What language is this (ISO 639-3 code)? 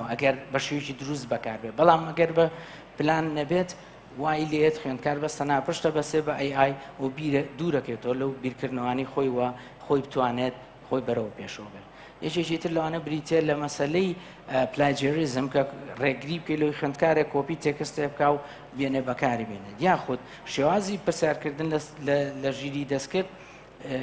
ckb